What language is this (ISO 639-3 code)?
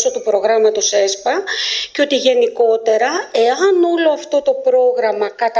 ell